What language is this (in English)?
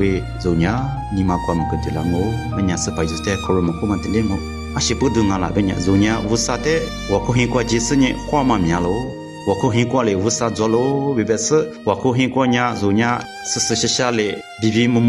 Lisu